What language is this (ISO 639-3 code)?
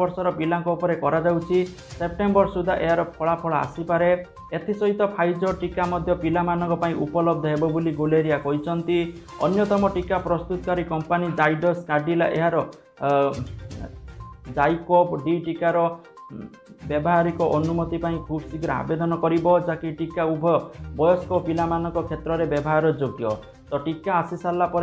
ori